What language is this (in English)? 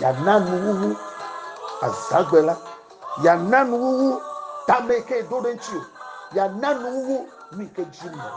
Ewe